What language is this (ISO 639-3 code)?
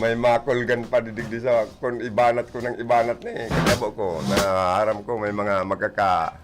bik